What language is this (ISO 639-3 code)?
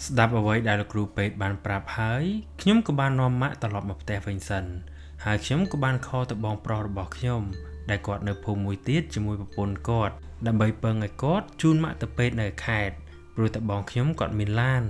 khm